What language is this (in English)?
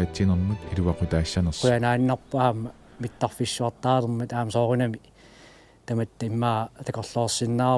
Kalaallisut